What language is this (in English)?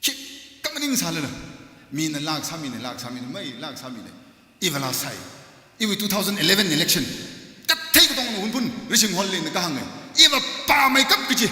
Tangkhul Naga (India)